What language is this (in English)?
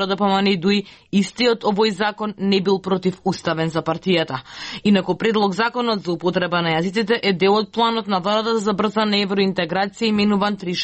Macedonian